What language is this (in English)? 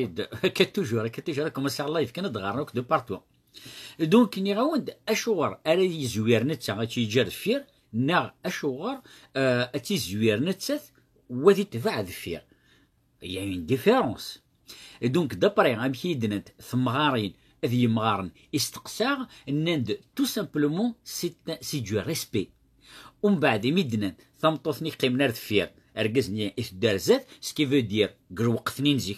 Kabyle